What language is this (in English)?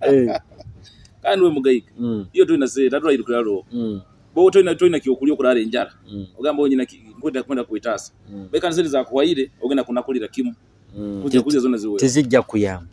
Nyoro